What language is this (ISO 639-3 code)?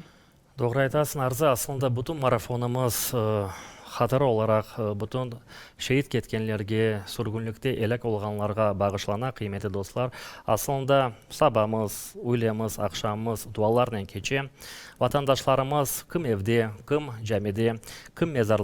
crh